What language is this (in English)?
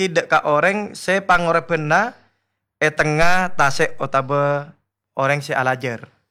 Madurese